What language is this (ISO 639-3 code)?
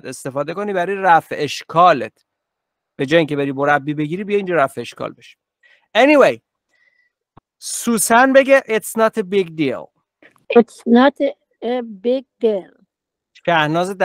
fas